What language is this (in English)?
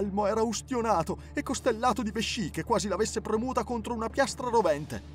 Italian